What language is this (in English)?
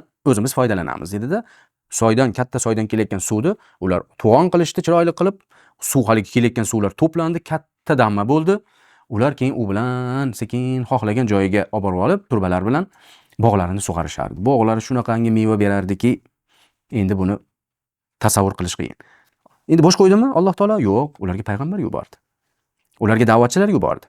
Uzbek